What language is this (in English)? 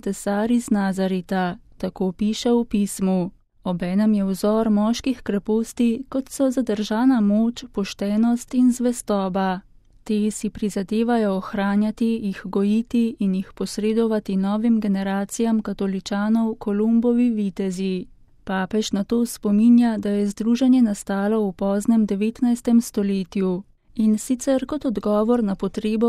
Slovenian